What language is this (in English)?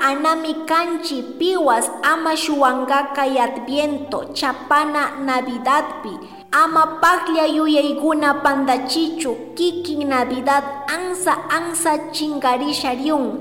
Chimborazo Highland Quichua